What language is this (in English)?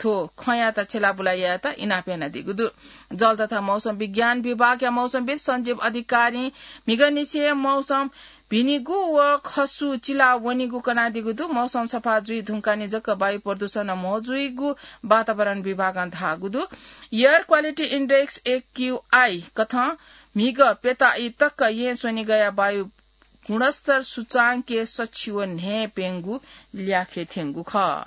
Newari